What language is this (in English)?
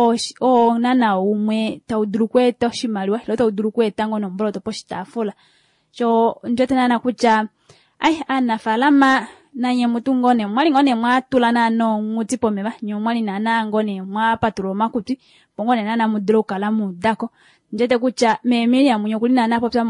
Kuanyama